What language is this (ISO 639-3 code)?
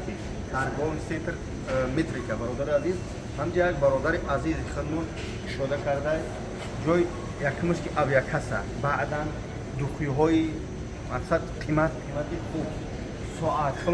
tgk